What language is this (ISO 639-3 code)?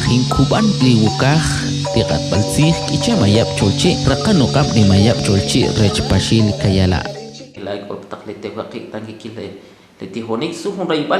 quc